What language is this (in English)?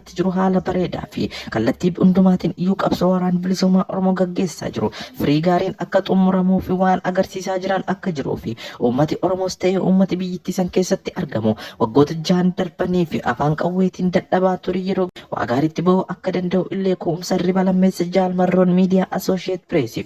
Oromo